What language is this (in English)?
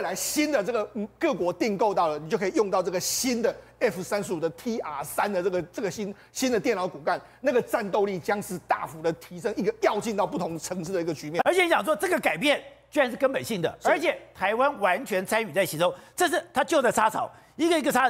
Chinese